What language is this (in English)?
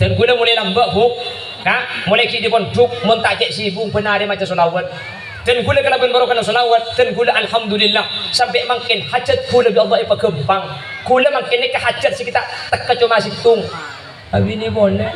Madurese